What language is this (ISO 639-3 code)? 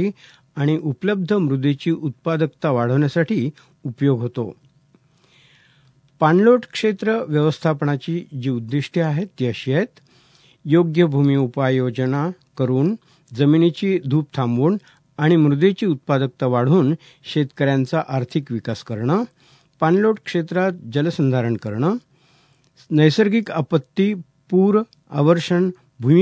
mar